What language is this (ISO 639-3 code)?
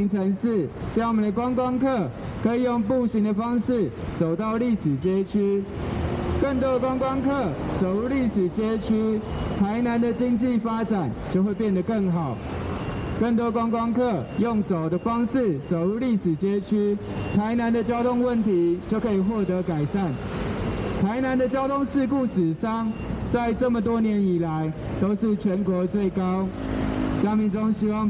zho